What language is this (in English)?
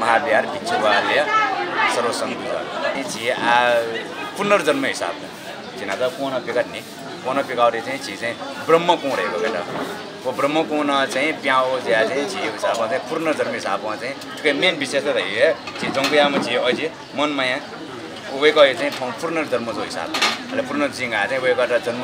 Newari